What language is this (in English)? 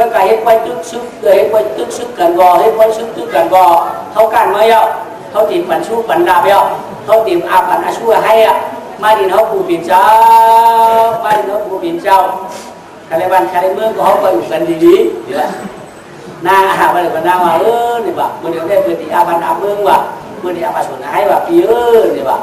Shan